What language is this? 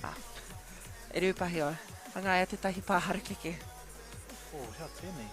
Māori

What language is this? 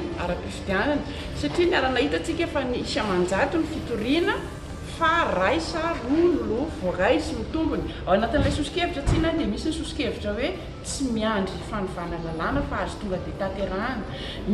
Malagasy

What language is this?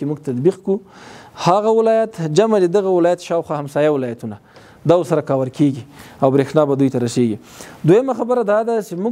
Pashto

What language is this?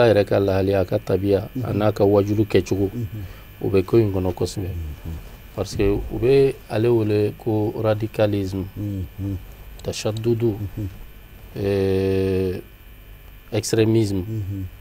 Bambara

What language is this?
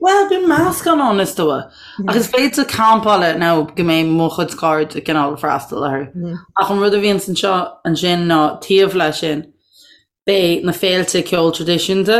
Irish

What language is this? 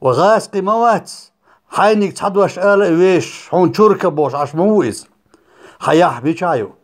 Chechen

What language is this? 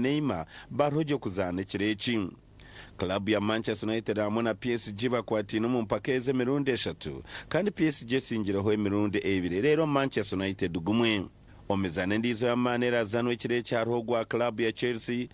Nyankole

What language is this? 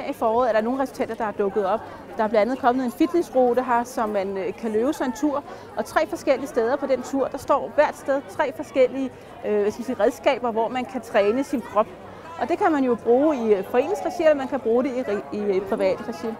Danish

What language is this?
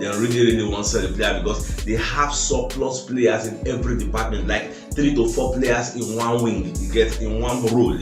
Nigerian Pidgin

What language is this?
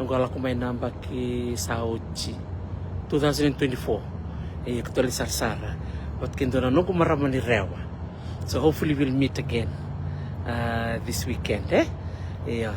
Fijian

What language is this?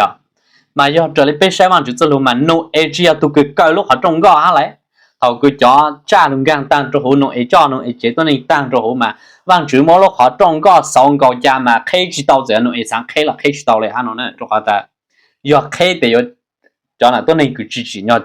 Hmong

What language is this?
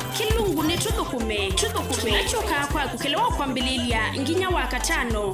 Kamba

